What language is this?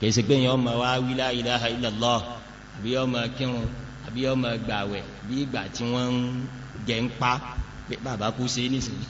Yoruba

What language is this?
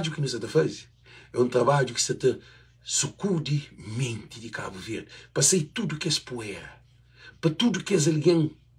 Kabuverdianu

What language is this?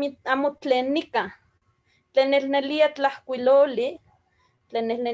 Eastern Huasteca Nahuatl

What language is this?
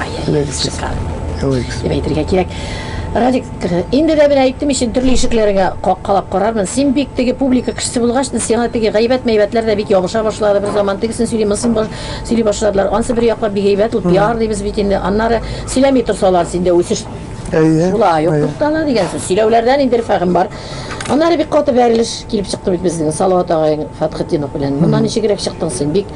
Tatar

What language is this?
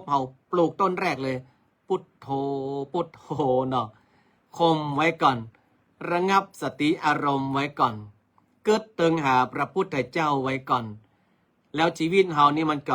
Northern Thai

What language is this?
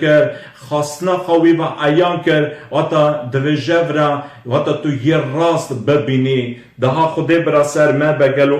Kurdish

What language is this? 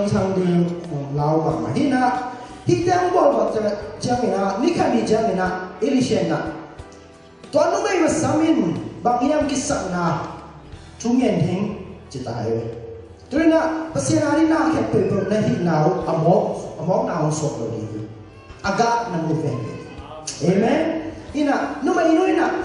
Tedim Chin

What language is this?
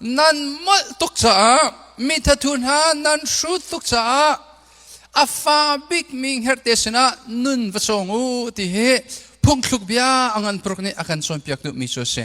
Hakha Chin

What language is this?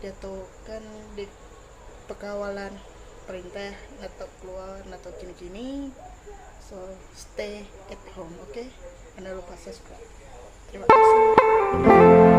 Iban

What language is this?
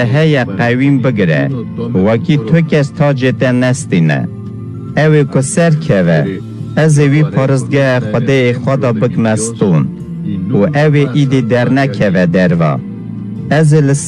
Kurdish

